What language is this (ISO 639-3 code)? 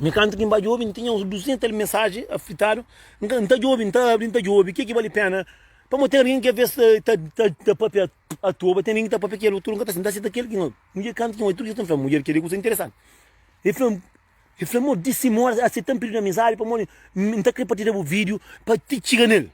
kea